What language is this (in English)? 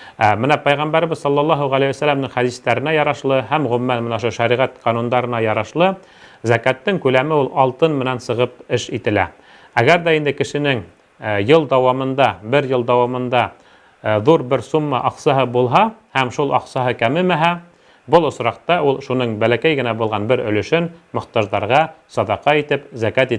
Bashkir